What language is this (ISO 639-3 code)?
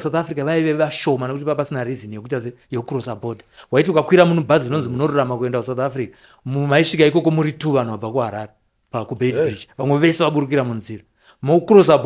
sna